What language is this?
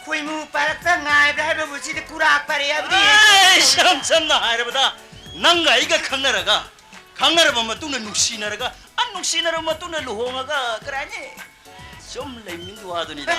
Manipuri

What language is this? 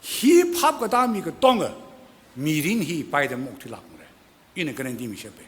Tangkhul Naga (India)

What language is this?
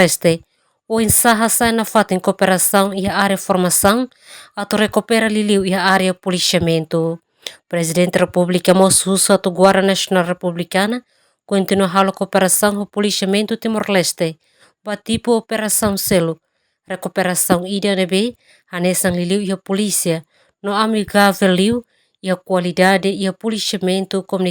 Tetum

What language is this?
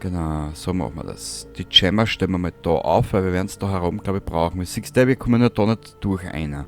Bavarian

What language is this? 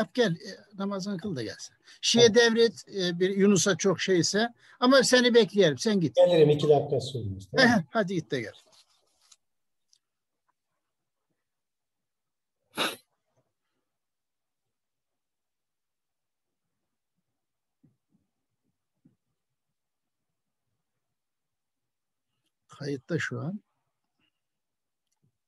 Turkish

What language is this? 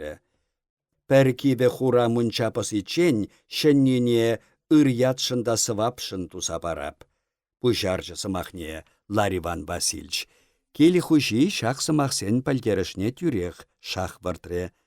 Chuvash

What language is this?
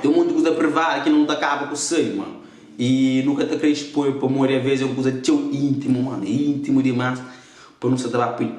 Kabuverdianu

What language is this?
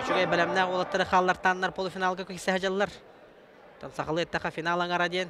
Yakut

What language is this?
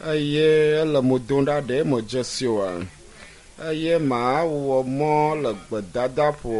Ewe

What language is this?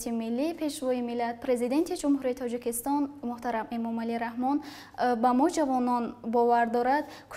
Tajik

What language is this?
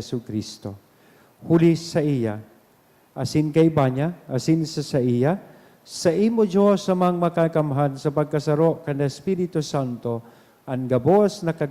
Bikol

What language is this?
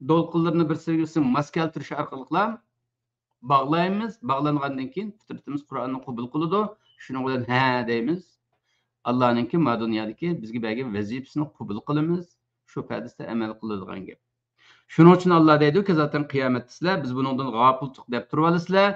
Uyghur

